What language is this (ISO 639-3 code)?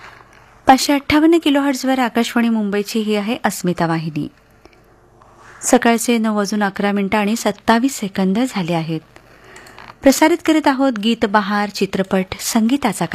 mar